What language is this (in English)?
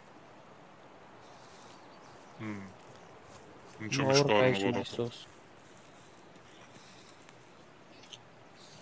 Romanian